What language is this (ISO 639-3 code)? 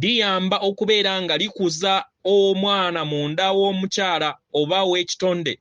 lug